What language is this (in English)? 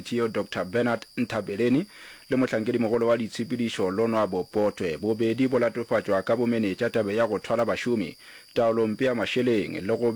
Northern Sotho